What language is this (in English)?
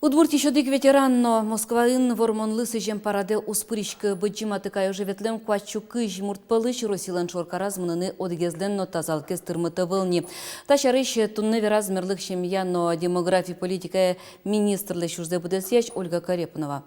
Udmurt